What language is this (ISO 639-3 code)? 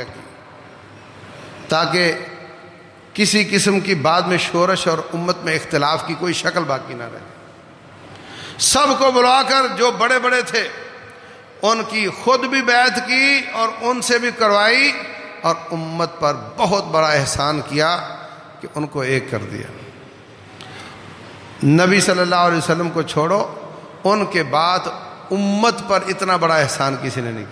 urd